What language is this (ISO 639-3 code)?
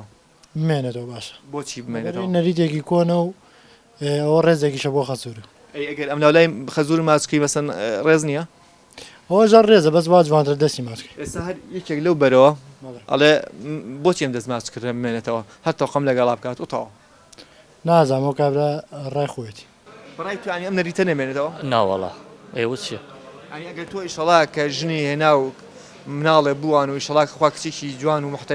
ckb